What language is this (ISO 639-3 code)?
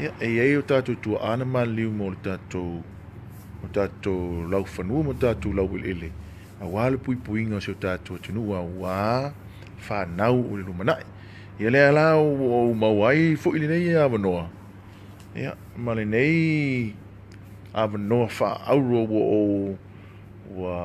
smo